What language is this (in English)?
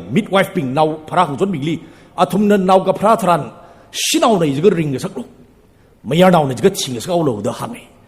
Tangkhul Naga (India)